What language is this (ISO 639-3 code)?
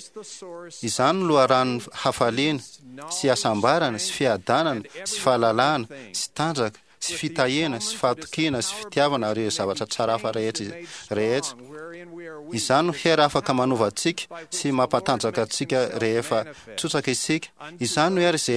mlg